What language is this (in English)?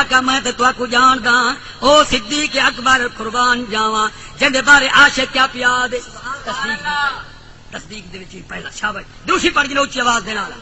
Saraiki